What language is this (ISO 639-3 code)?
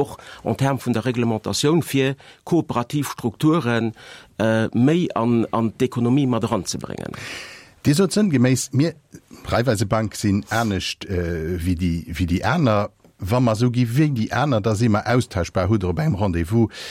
ltz